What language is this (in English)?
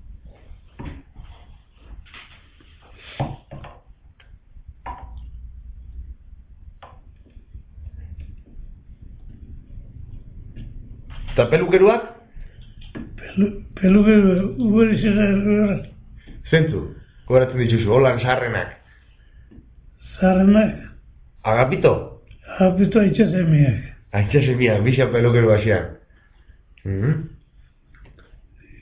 Basque